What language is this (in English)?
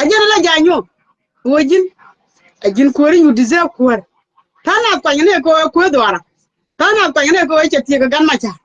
Nuer